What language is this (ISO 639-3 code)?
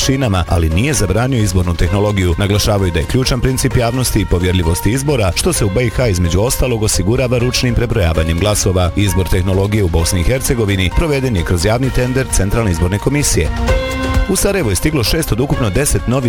bos